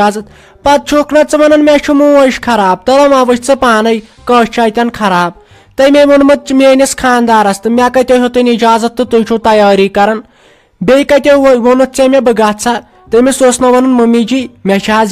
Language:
Kashmiri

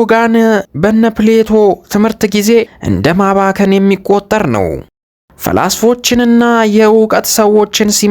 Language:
Amharic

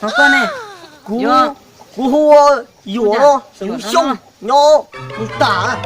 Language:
Hmong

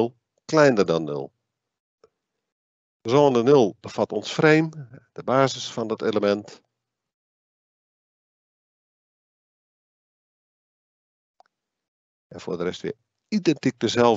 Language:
Dutch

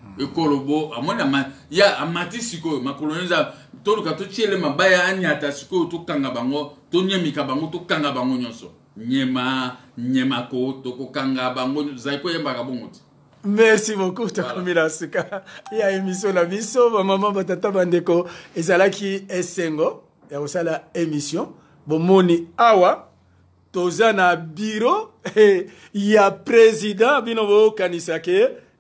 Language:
Lingala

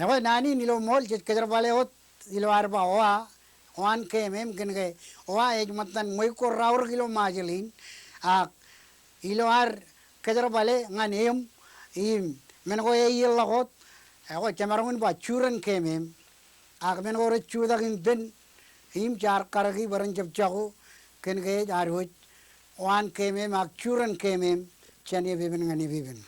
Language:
Marshallese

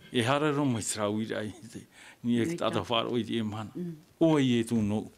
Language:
Tahitian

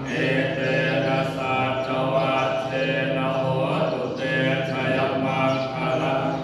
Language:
Pali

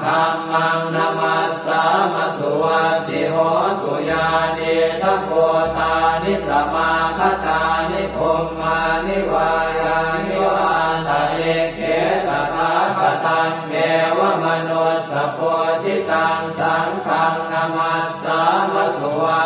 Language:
Pali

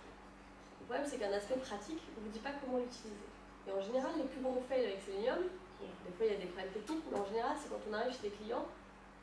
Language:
French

